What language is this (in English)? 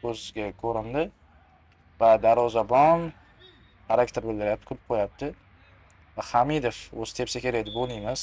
Uzbek